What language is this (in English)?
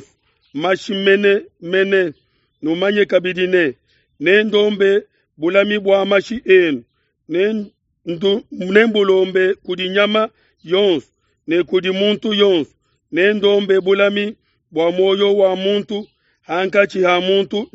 Luba-Lulua